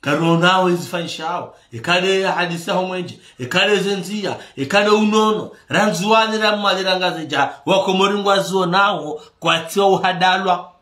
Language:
Ngazidja Comorian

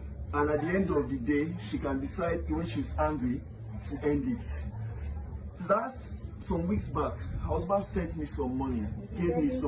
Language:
Nigerian Pidgin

